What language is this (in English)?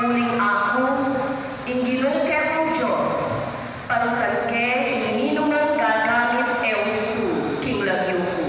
Pampanga